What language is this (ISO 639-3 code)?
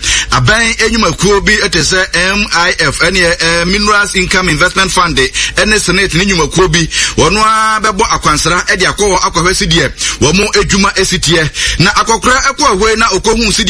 aka